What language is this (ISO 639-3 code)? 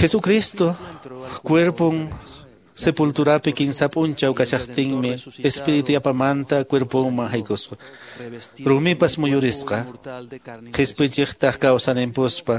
que